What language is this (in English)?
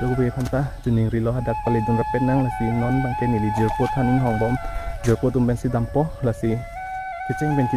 Karbi